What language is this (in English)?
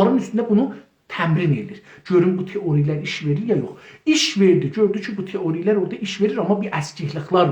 South Azerbaijani